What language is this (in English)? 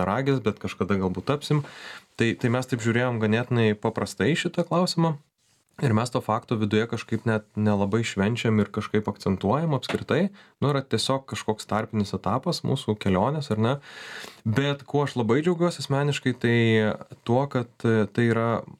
Lithuanian